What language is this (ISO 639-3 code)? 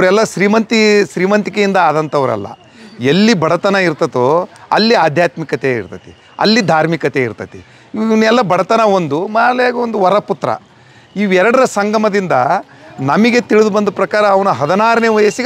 kan